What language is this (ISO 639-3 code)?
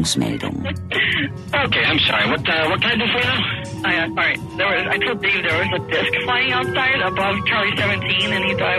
deu